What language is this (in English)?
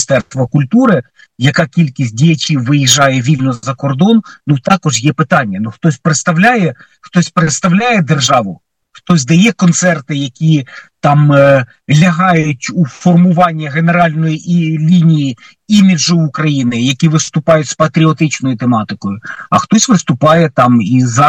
Ukrainian